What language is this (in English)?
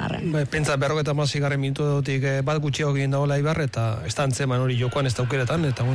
Basque